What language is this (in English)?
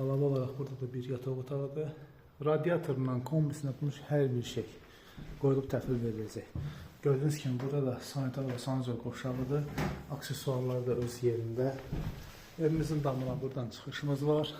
Azerbaijani